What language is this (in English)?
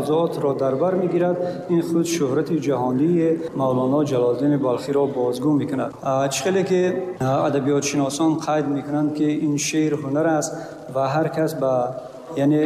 Tajik